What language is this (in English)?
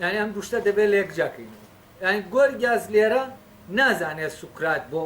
Central Kurdish